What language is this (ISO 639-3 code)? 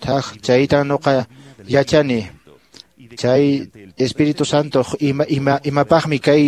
que